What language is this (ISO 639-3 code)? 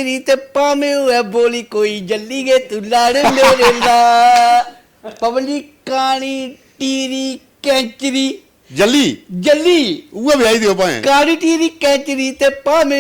doi